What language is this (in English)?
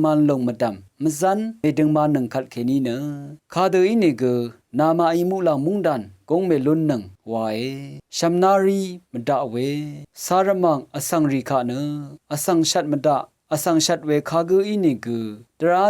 Rawang